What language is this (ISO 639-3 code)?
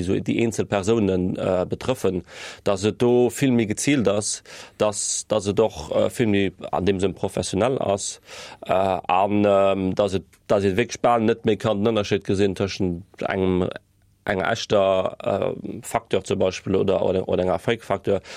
ltz